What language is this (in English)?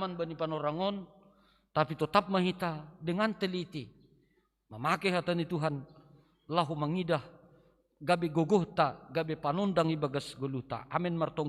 Batak Simalungun